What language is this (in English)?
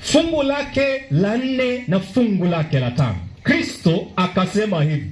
Swahili